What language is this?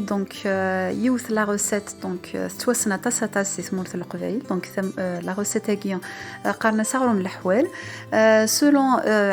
Kabyle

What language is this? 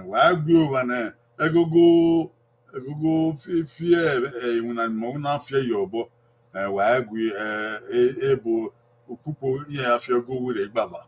Bini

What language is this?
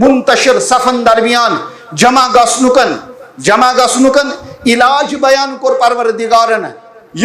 Kashmiri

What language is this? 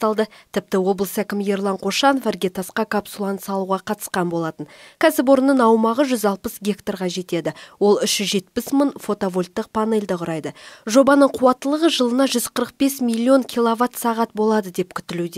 Kazakh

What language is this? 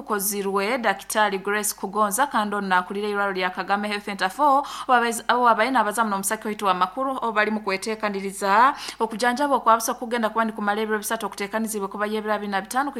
Nyoro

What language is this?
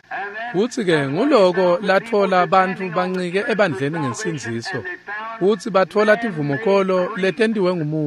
Swati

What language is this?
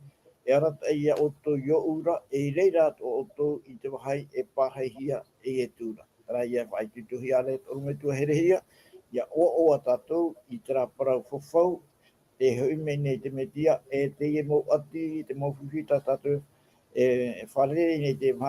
Tahitian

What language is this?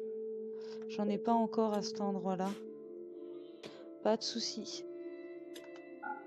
French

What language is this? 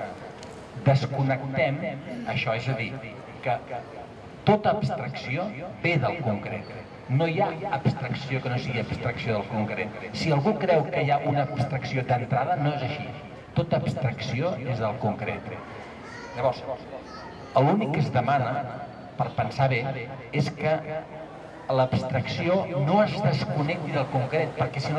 Catalan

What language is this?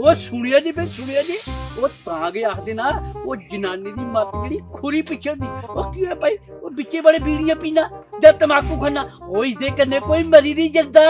Dogri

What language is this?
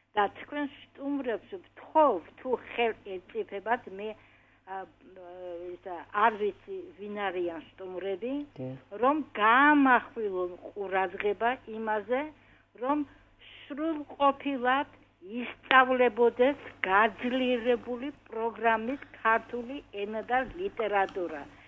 Georgian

